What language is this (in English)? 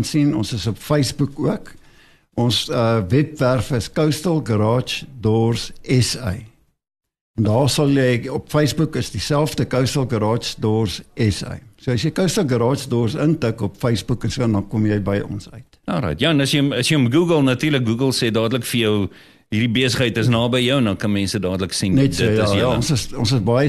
Afrikaans